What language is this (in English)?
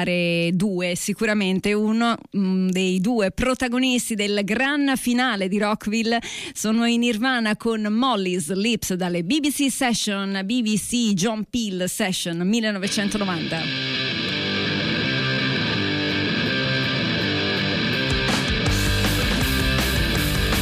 Italian